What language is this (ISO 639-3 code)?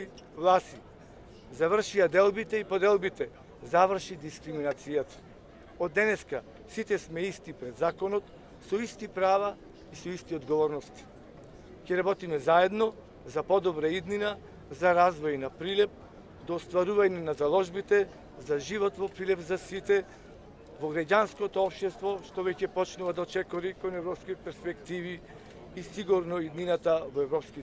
mkd